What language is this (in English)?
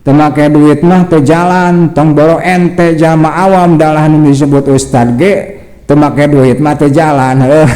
Sundanese